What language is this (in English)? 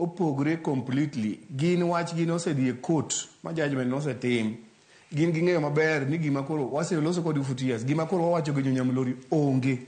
Luo (Kenya and Tanzania)